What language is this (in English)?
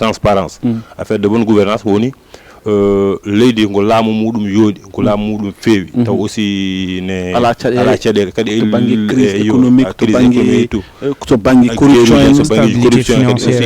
Fula